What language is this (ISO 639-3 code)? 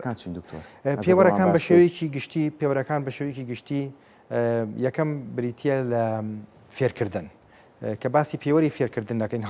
ckb